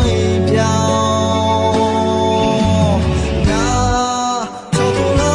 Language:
Akha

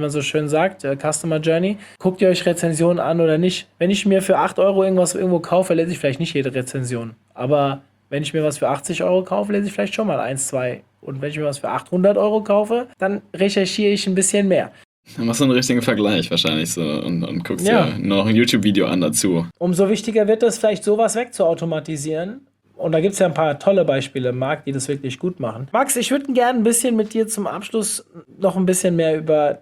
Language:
German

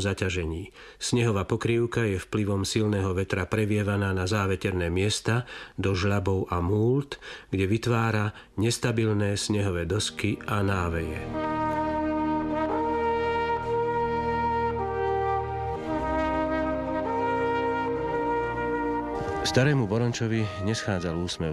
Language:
Slovak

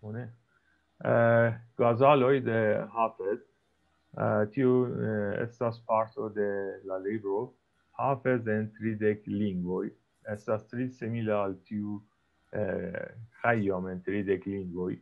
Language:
Esperanto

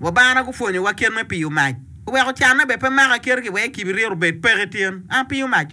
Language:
Acoli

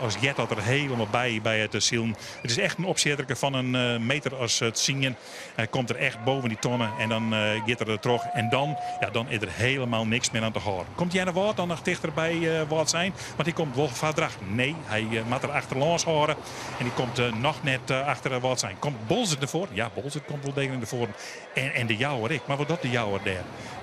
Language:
Western Frisian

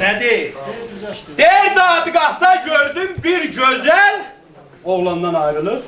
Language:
South Azerbaijani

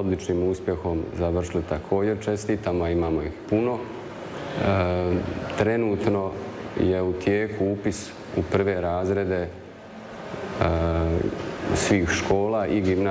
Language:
Croatian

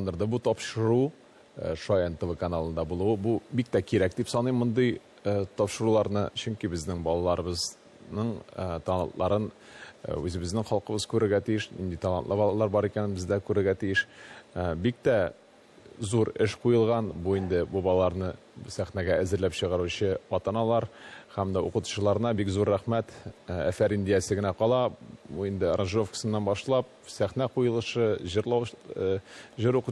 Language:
Tatar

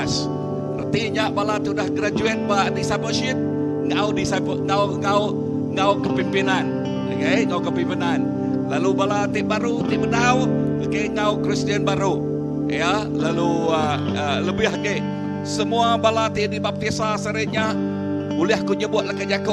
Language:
Iban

